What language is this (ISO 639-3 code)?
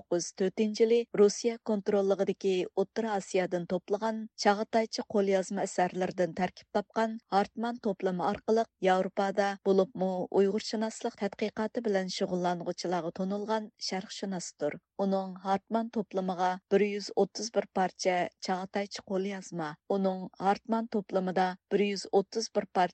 uig